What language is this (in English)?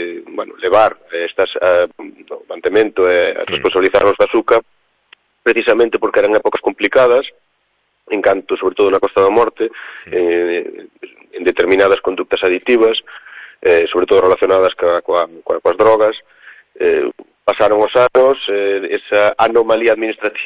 Galician